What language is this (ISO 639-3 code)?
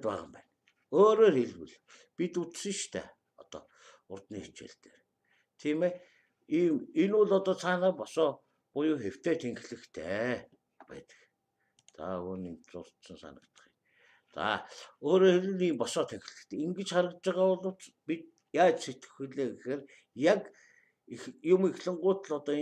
mon